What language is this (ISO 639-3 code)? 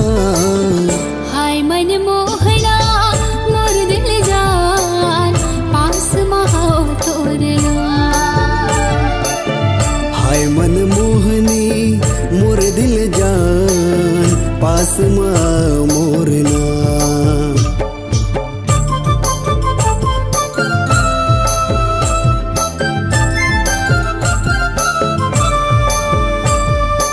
hne